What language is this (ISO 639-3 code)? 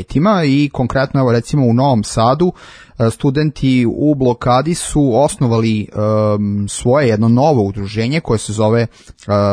srp